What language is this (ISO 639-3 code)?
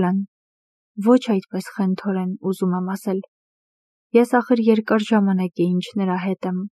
hye